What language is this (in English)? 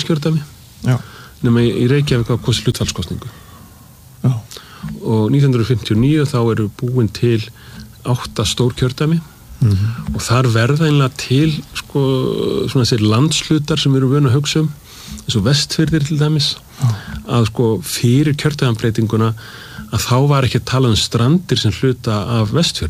Icelandic